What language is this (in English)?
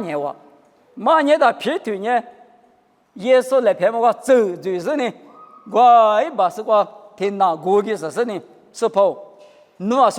Lisu